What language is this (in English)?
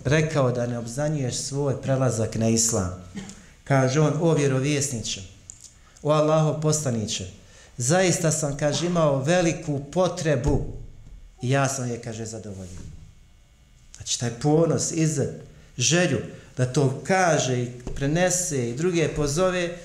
Bosnian